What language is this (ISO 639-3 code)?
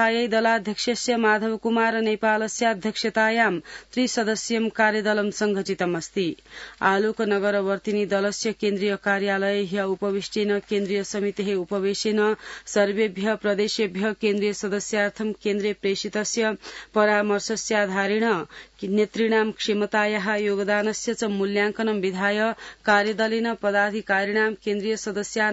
san